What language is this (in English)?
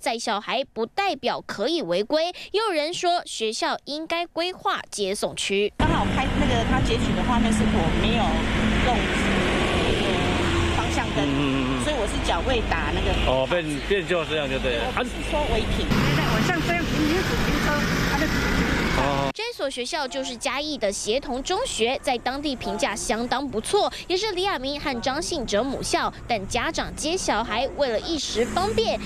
Chinese